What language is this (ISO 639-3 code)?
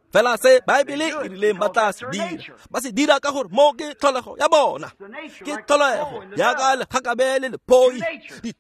tsn